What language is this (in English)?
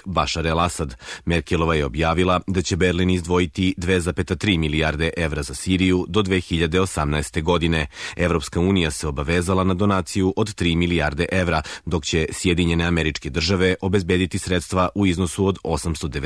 Serbian